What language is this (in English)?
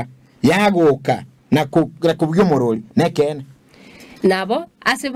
Gusii